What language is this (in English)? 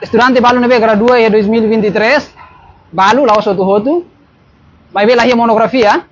Tetum